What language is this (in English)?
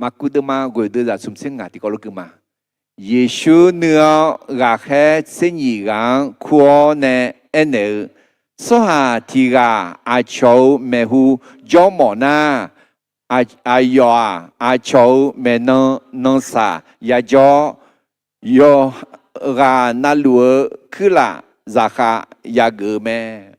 Akha